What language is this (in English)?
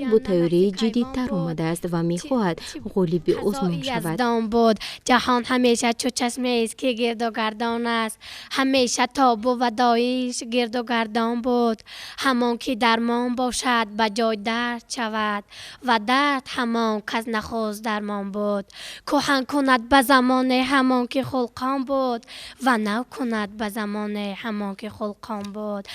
Tajik